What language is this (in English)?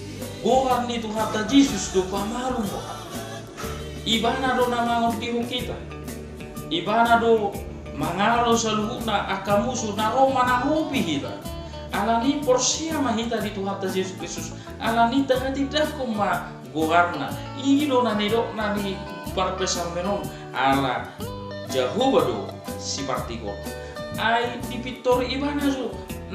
Batak Toba